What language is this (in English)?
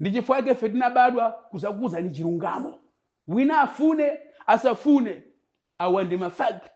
Nyanja